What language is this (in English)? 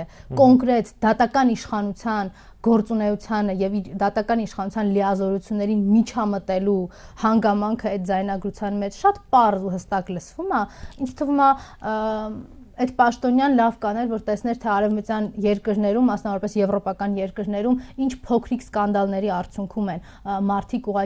Armenian